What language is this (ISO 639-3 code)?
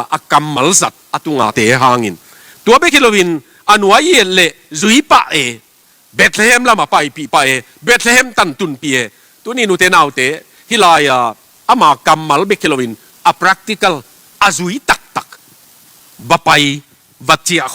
ctd